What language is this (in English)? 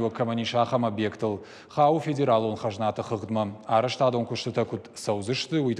Ossetic